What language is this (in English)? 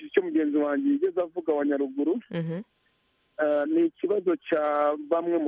Kinyarwanda